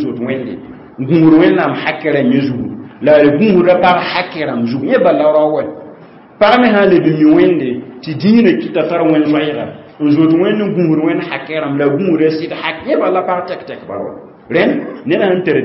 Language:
Mossi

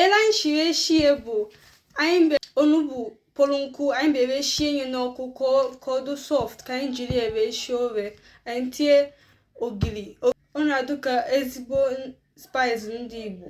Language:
Igbo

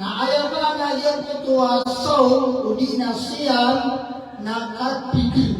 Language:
Maranao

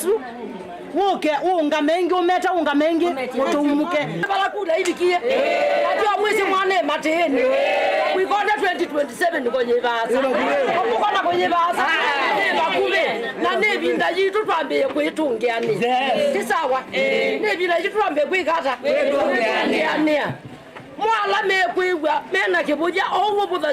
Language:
Kamba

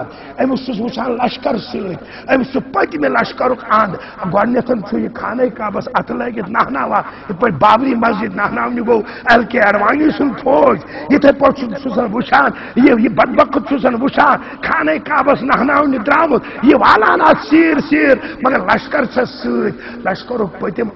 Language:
Kashmiri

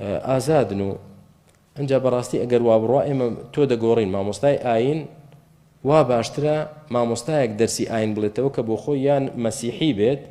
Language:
Central Kurdish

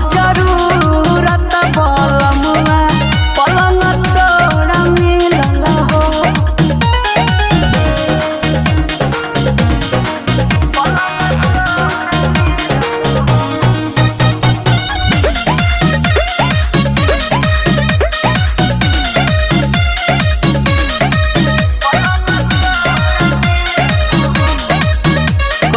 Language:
Bhojpuri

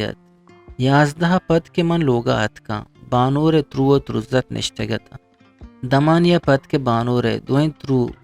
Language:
Eastern Balochi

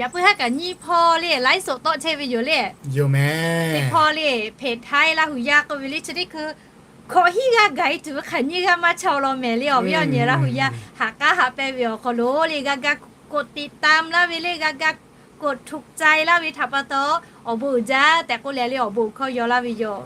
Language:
Lahu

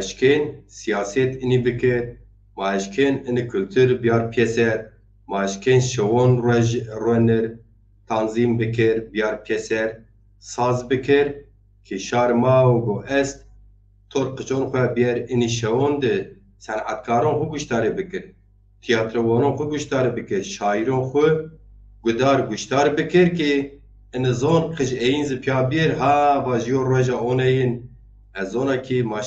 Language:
Zaza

